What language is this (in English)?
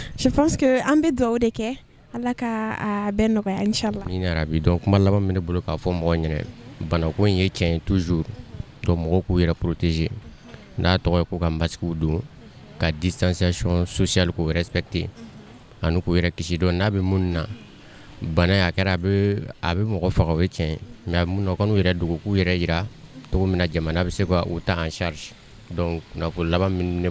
Bambara